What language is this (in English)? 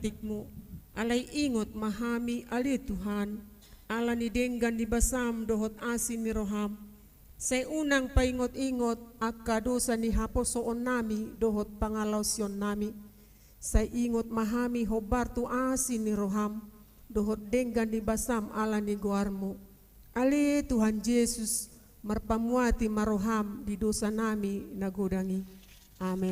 Batak Toba